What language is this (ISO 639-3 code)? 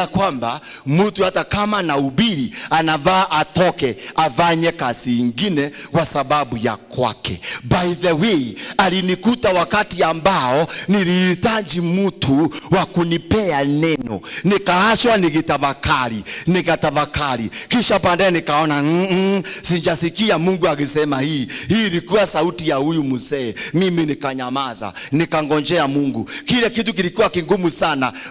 swa